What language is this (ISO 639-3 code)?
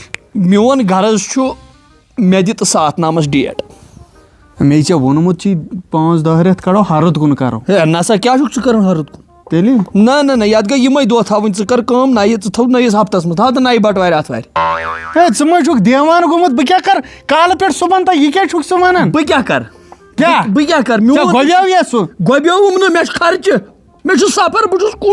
kas